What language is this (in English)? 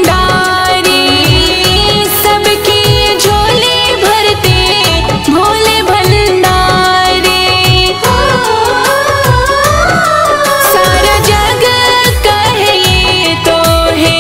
Bhojpuri